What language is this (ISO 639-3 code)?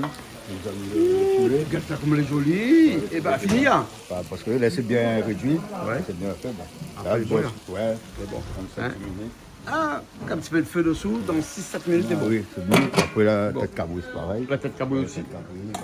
rcf